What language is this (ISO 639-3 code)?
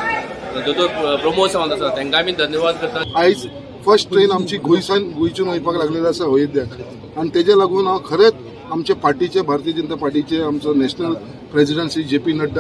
kok